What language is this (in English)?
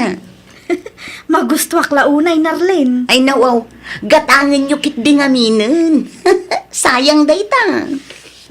Iloko